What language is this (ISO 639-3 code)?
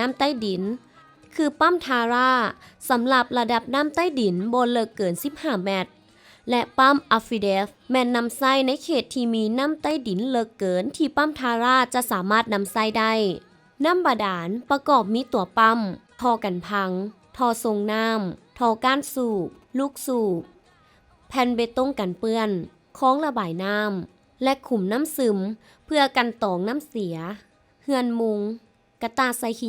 lao